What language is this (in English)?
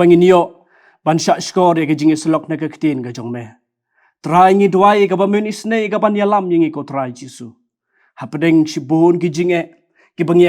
Khasi